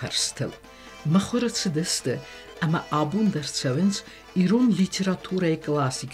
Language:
Ossetic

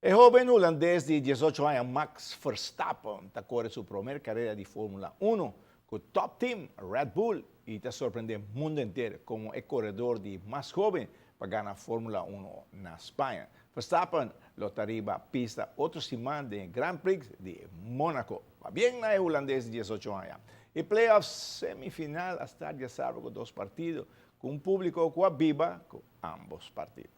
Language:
Papiamento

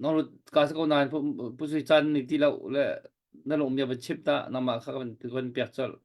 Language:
Hakha Chin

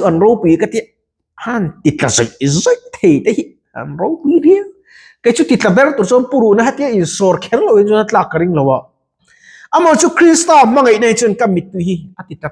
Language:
Mizo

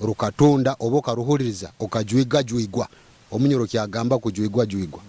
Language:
Nyoro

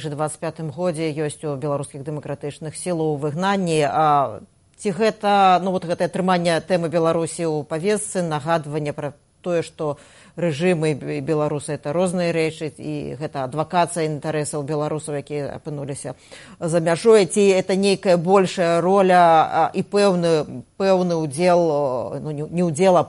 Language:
Belarusian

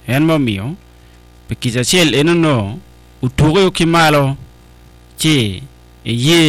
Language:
Acoli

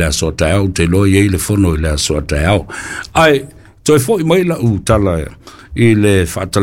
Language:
Samoan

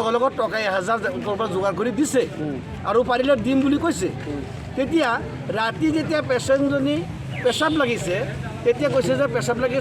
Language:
Assamese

